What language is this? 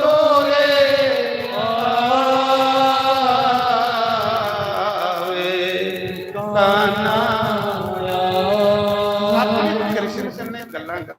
Dogri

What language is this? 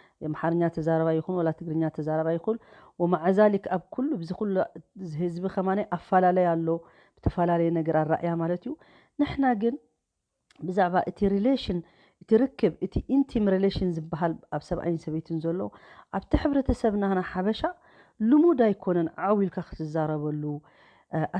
Tigrinya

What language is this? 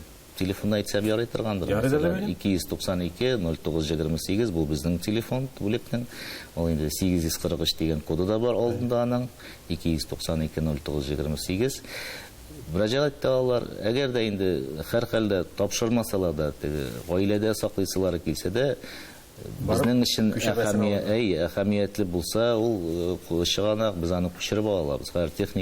Tatar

